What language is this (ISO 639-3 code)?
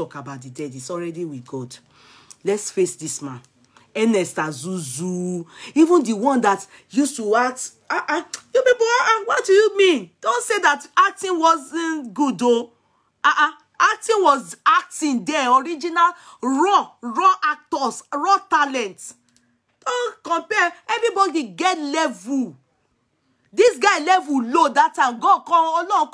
pcm